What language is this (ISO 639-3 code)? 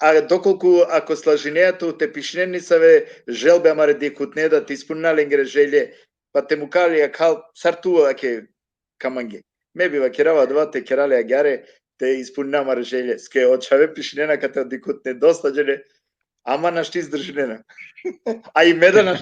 rmn